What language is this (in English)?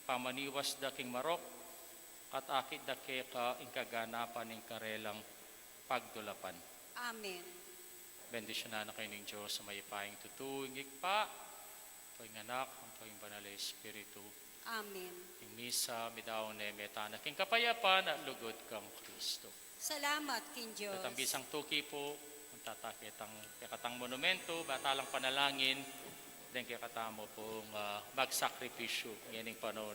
Pampanga